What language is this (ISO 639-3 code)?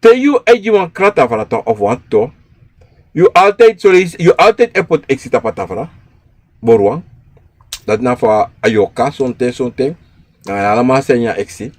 srn